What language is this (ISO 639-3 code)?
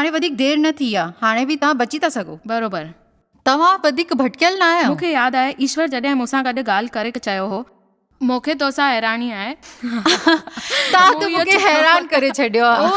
snd